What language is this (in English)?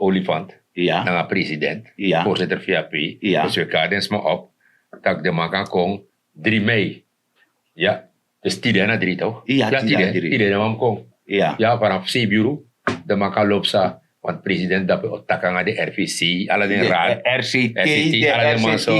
Sranan Tongo